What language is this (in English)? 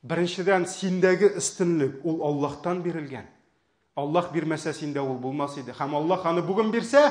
Tatar